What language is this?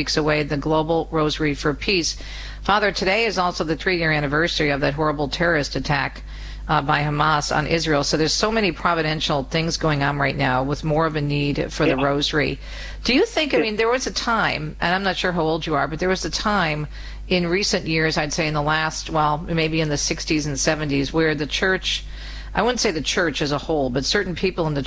English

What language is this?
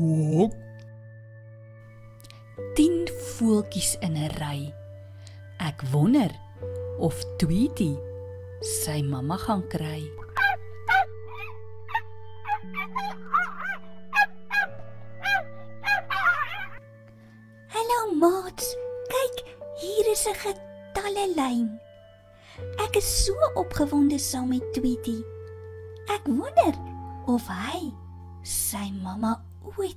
Afrikaans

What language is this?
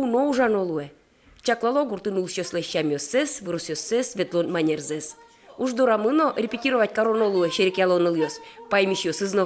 Udmurt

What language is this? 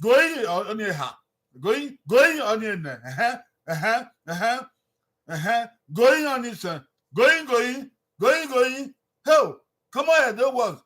Bini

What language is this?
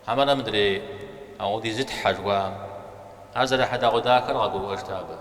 Kabardian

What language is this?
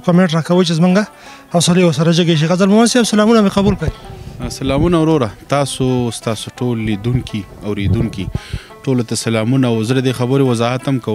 Pashto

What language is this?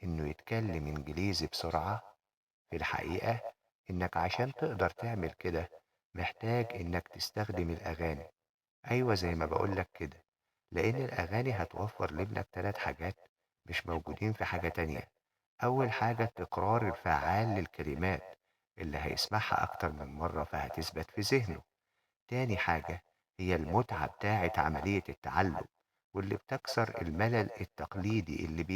Egyptian Arabic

